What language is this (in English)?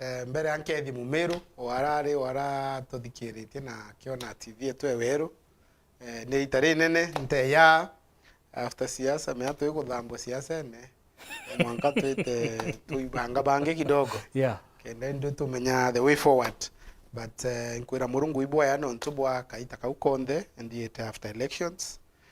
Meru